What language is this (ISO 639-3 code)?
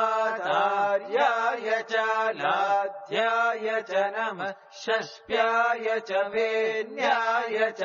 san